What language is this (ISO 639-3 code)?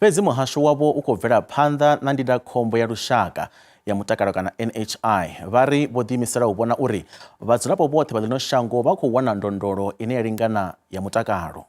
ven